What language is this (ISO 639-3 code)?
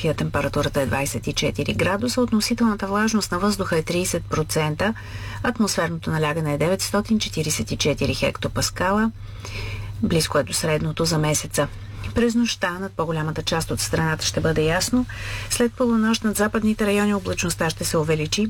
bul